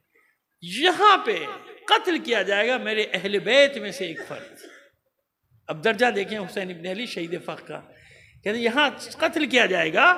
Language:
Urdu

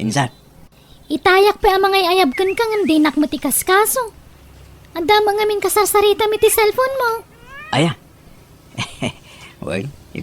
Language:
Iloko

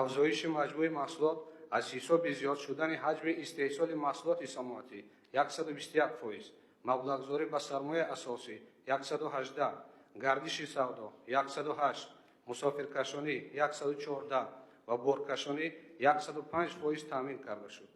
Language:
Tajik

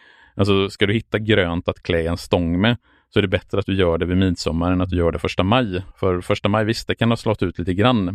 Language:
Swedish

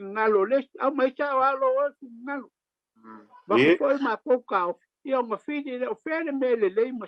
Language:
Samoan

